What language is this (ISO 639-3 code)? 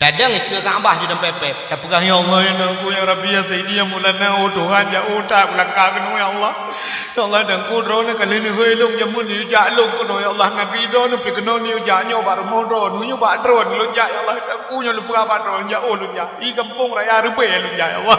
ace